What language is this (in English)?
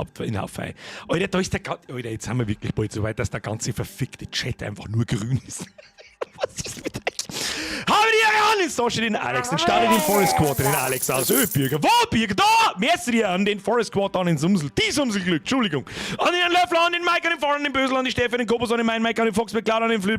Bavarian